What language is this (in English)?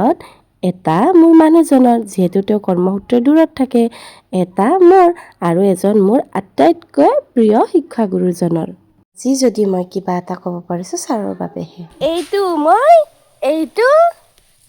Assamese